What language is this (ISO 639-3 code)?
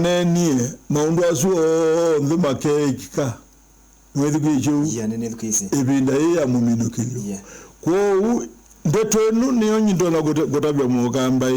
kam